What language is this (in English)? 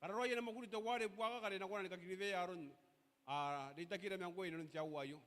Gilbertese